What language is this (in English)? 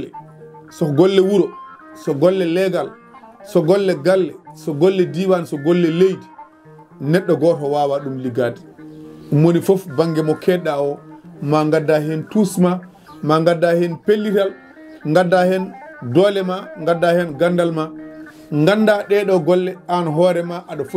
Fula